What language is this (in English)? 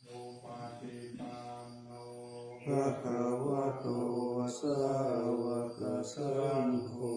Pali